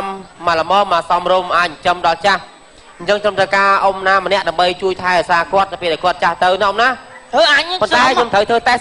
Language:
Khmer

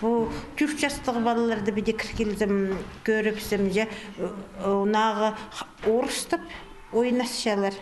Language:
Khakas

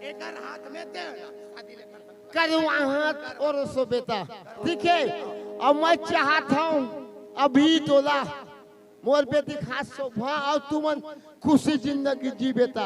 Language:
Chhattisgarhi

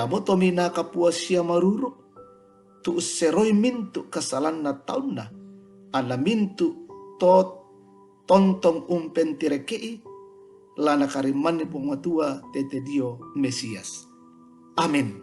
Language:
Toraja-Sa'dan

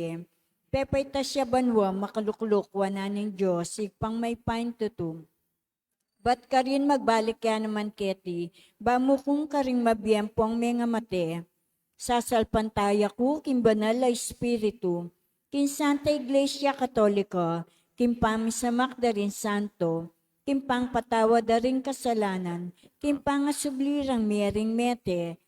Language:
Pampanga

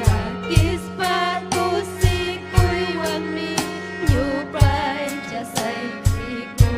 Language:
Ayacucho Quechua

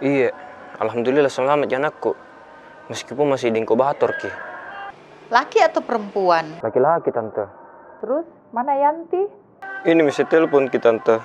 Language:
Makassar Malay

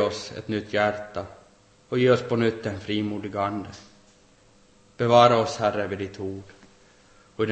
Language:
Swedish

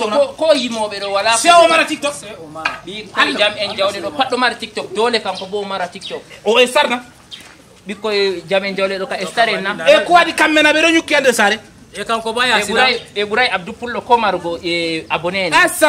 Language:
Fula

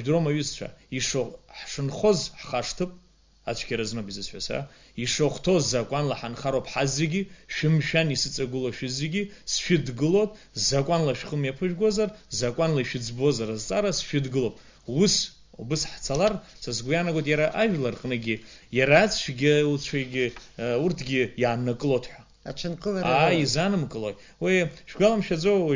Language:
Abkhazian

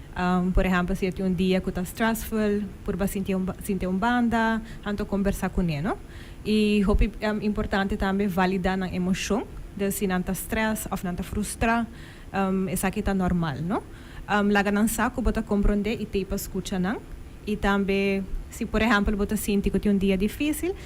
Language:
Papiamento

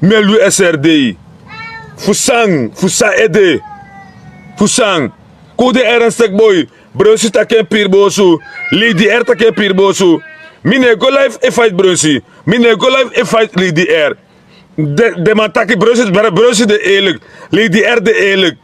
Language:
Sranan Tongo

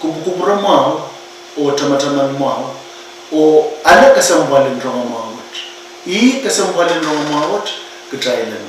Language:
Pohnpeian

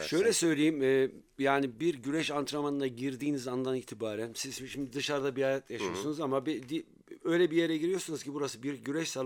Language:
Turkish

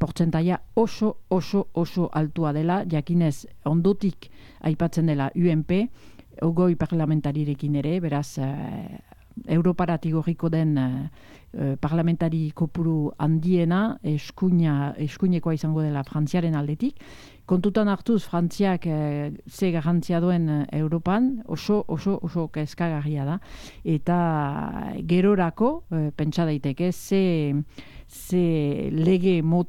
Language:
Basque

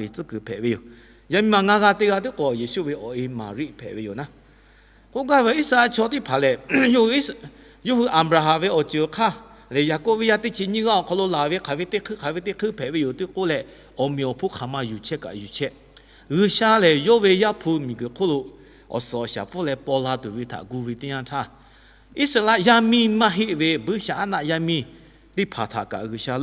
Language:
Lahu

